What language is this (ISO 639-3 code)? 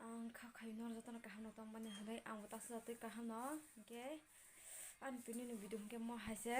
trp